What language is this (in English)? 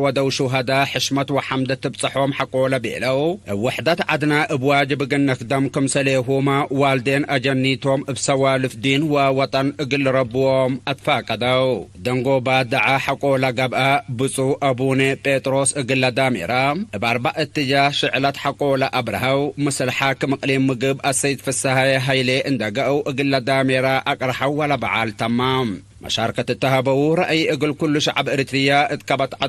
Tigre